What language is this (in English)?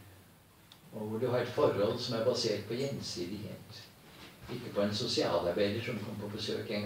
Norwegian